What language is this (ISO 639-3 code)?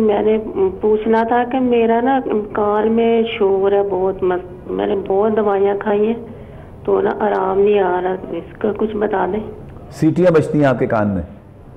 urd